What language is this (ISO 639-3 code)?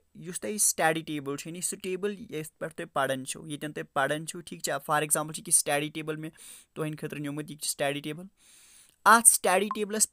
kas